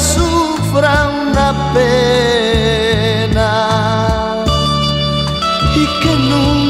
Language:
Spanish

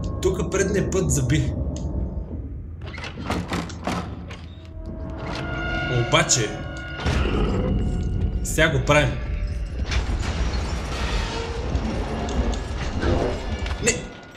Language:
Bulgarian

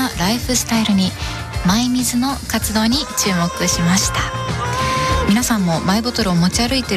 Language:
Japanese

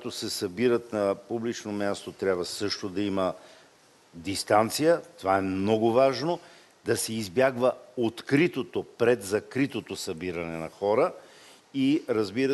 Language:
Bulgarian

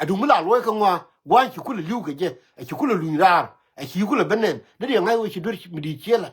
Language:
Nuer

